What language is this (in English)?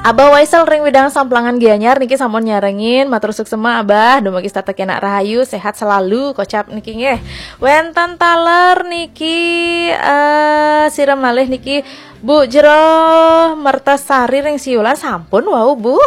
Balinese